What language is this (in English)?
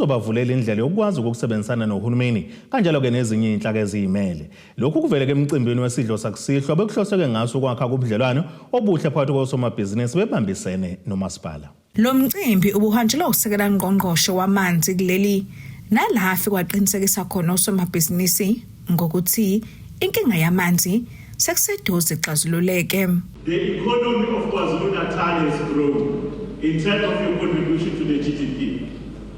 Zulu